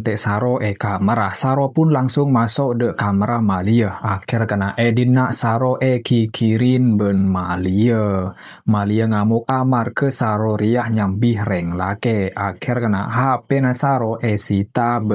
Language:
Madurese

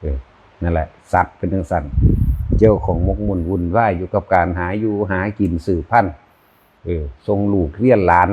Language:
Northeastern Thai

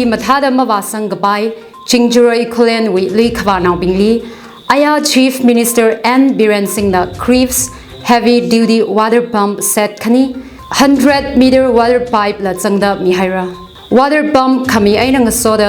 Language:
Tangkhul Naga (India)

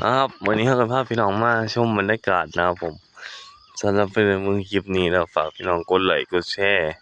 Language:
Northeastern Thai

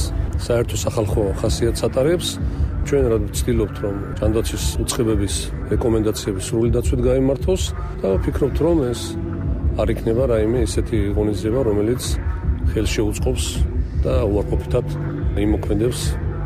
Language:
Georgian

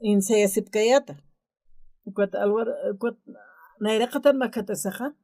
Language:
Aymara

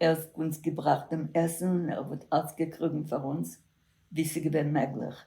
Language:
Yiddish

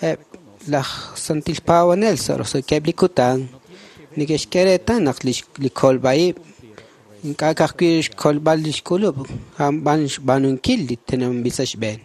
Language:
Kekchí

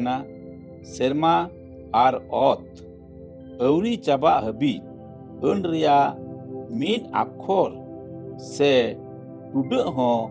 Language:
Santali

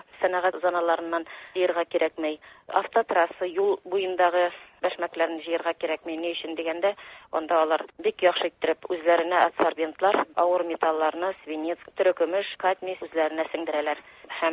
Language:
Tatar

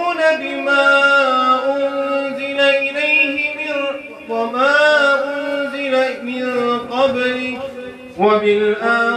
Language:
Arabic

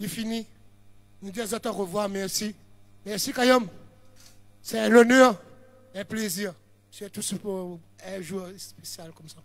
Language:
Réunion Creole French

